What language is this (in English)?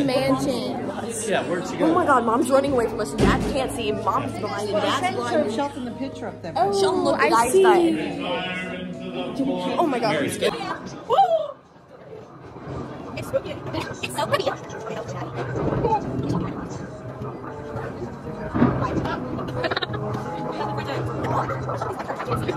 English